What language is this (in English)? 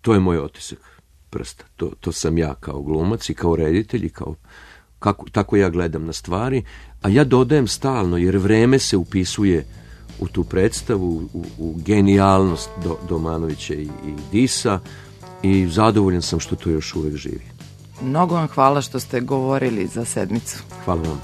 Serbian